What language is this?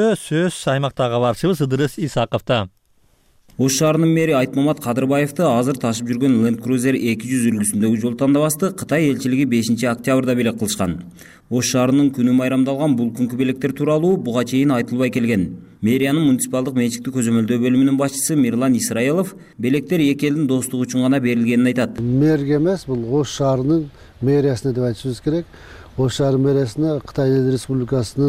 Kyrgyz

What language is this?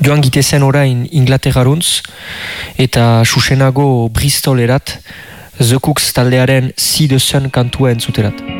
Basque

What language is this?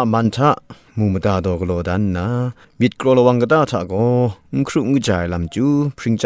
Kachin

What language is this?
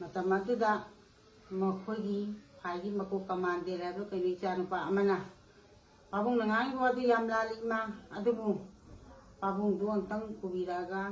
Manipuri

